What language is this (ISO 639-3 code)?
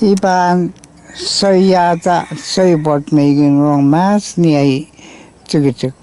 pon